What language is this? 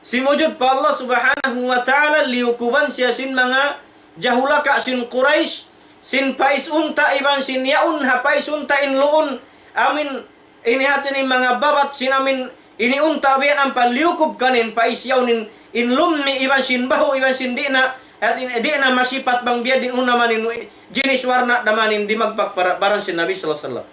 Tausug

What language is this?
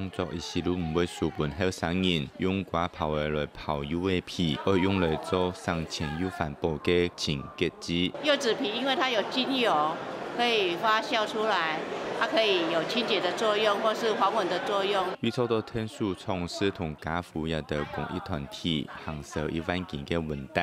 Hakka Chinese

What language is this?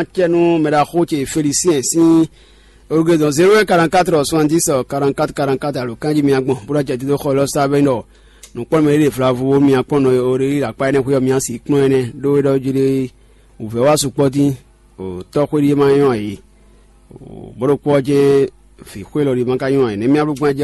Fon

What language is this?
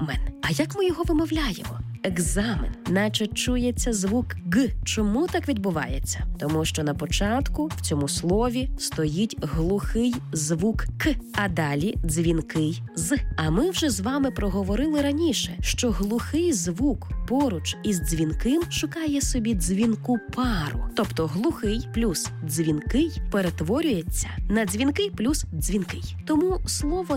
Ukrainian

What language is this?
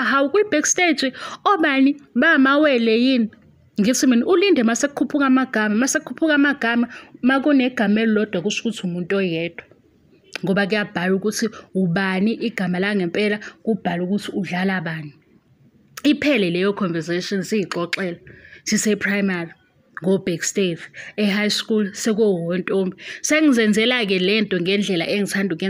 Zulu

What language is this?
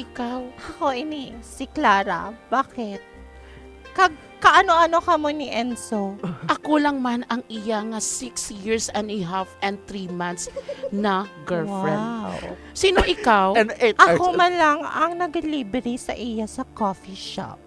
Hiligaynon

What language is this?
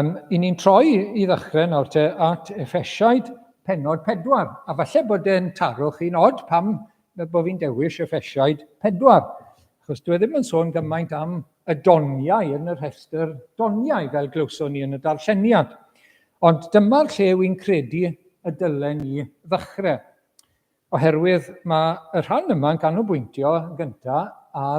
Welsh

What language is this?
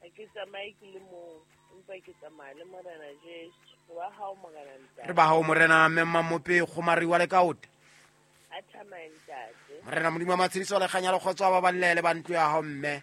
Southern Sotho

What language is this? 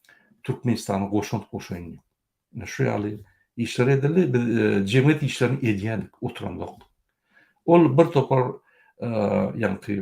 Turkmen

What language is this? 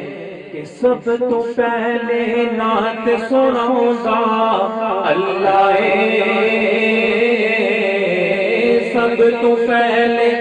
Urdu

